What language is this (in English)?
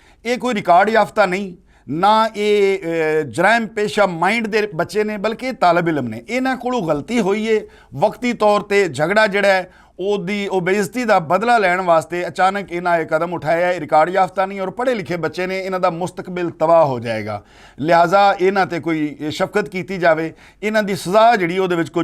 Western Panjabi